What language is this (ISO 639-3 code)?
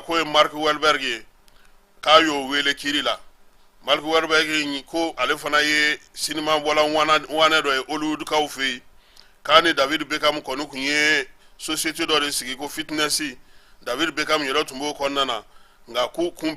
bam